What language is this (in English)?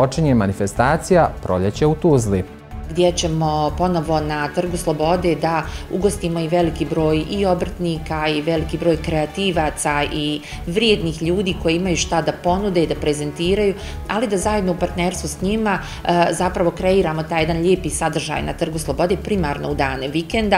Bosnian